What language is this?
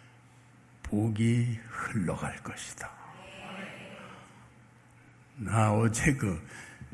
Korean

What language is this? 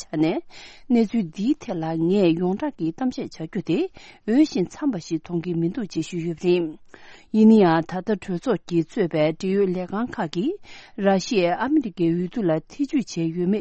Tibetan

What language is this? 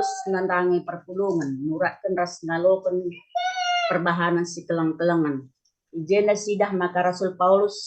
Batak Karo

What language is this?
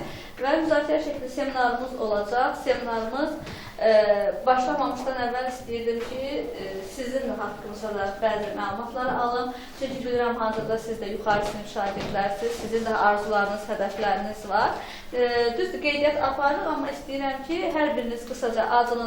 Azerbaijani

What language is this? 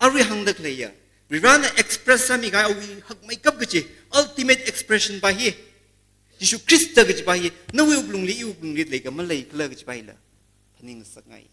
Tangkhul Naga (India)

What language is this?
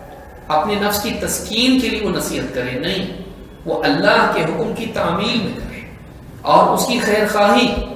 Urdu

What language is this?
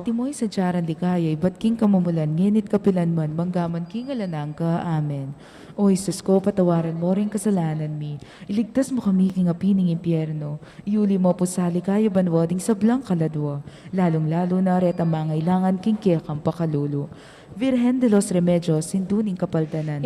Pampanga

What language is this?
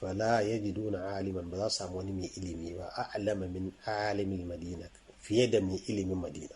Hausa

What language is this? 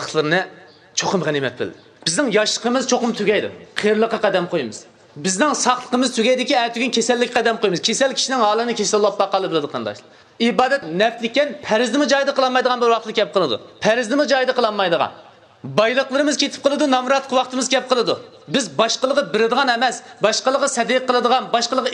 Uyghur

